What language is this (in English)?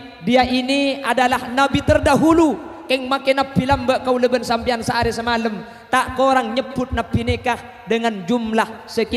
Madurese